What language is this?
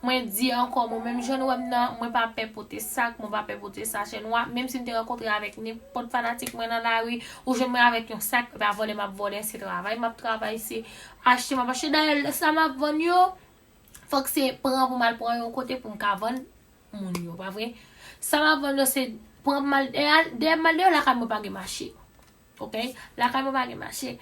Haitian Creole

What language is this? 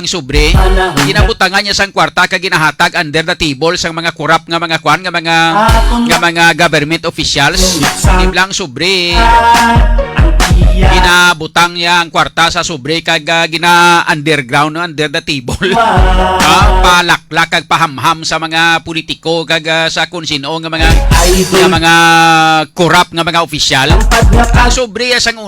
Hiligaynon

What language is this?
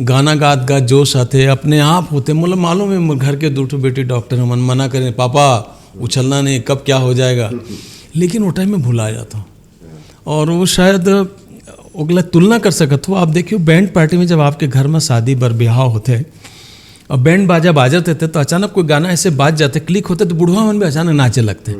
Chhattisgarhi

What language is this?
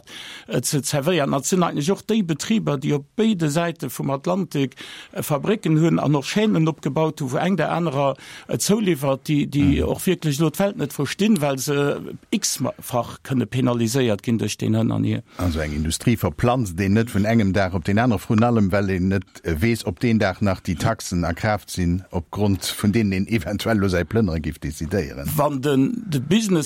Luxembourgish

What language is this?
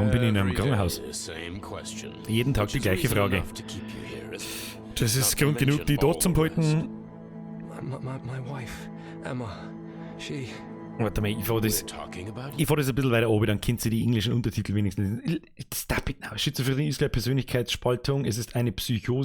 Bavarian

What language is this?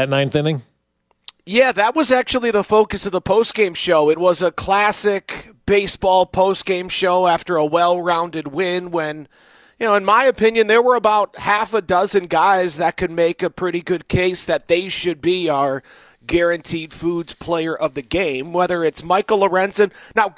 English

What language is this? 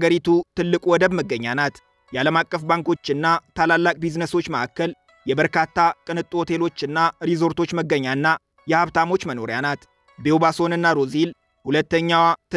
Amharic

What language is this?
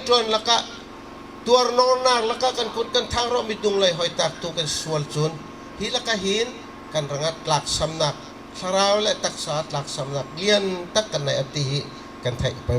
Bawm Chin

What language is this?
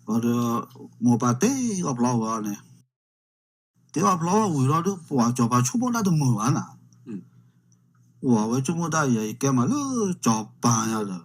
S'gaw Karen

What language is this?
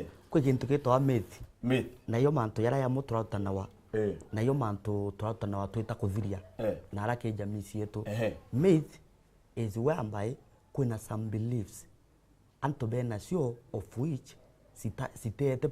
Meru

